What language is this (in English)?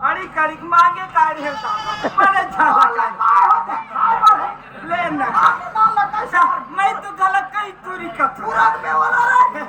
Chhattisgarhi